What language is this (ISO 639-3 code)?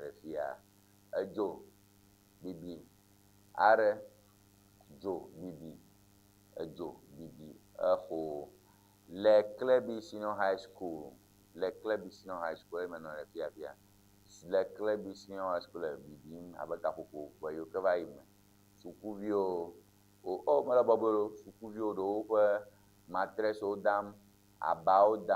ewe